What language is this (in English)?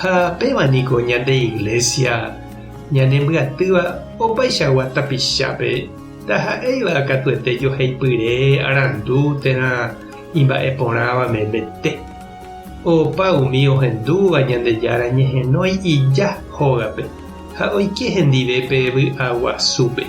Guarani